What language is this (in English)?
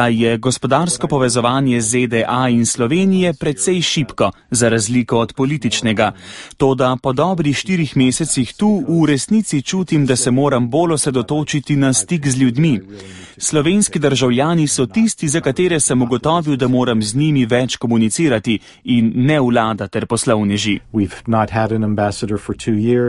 Slovenian